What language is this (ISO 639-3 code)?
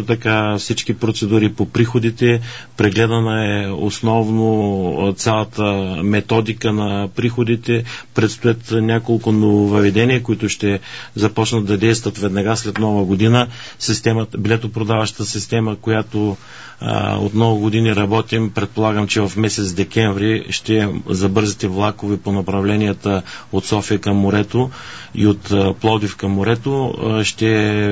bul